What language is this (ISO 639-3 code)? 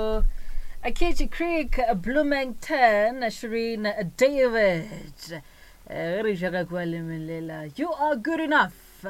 nso